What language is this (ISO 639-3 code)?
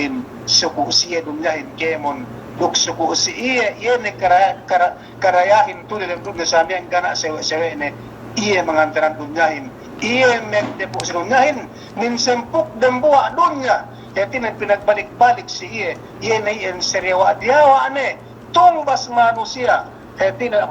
yka